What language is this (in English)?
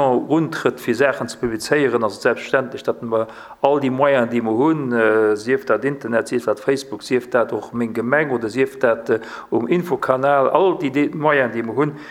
Luxembourgish